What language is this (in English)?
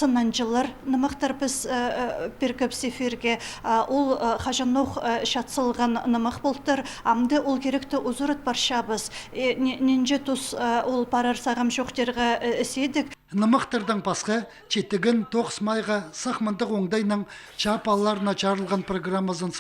Khakas